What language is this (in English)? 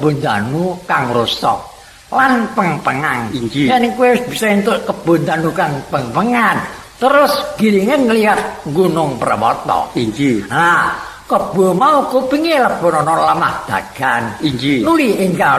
Javanese